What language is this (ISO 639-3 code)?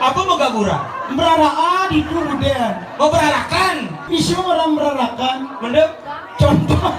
ban